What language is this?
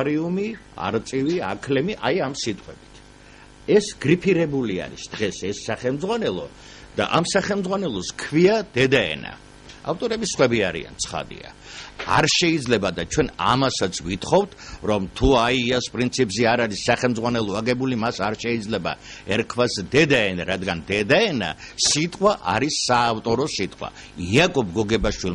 Georgian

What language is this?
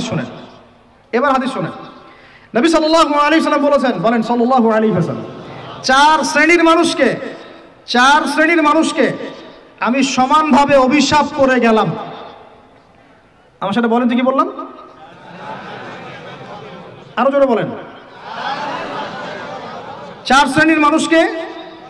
Bangla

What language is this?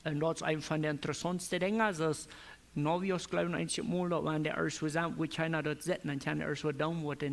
Plautdietsch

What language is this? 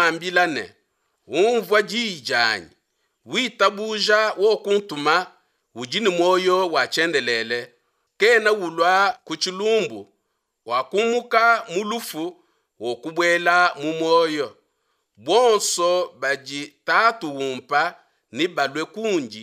Luba-Lulua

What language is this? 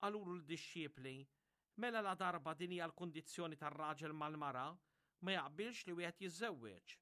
Maltese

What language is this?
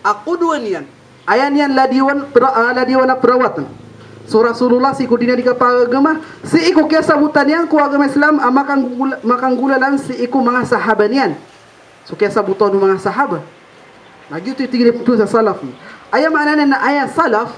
Maranao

